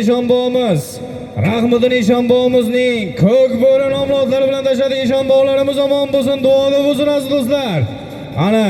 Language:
Uzbek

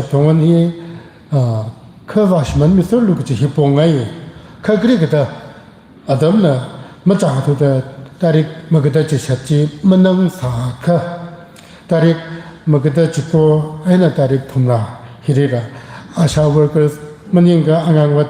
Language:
Tangkhul Naga (India)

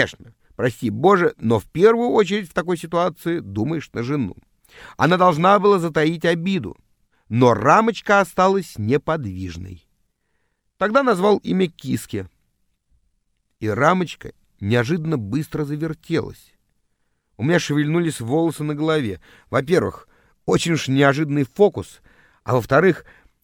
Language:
Russian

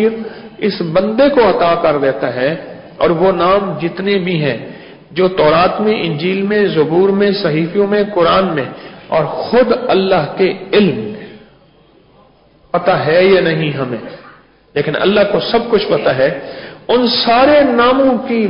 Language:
Urdu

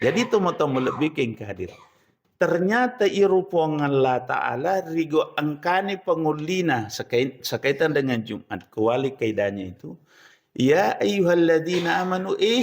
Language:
Buginese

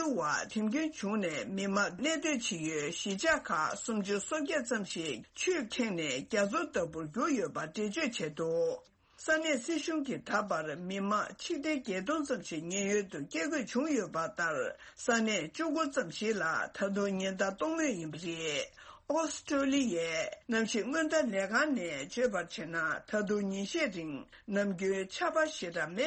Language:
Tibetan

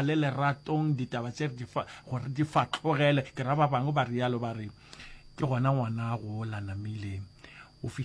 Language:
Northern Sotho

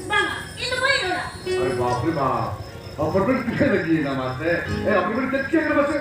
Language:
Santali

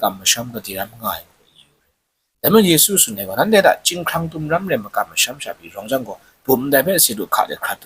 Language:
Kachin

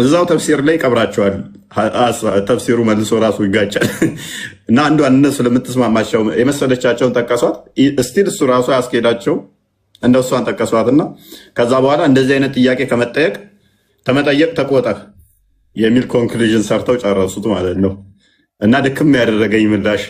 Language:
Amharic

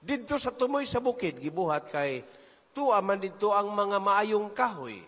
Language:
Cebuano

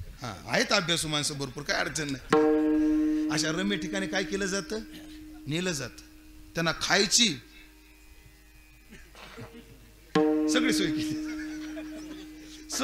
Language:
Marathi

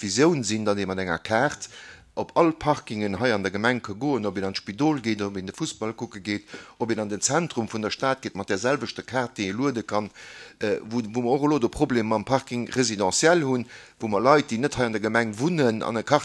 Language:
Luxembourgish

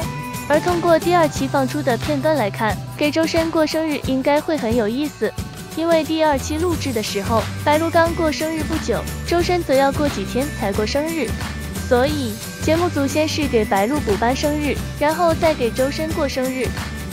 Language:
Chinese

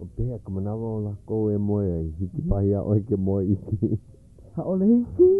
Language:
Hawaiian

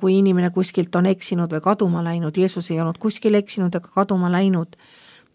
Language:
Estonian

